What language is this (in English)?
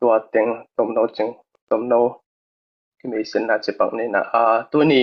Tedim Chin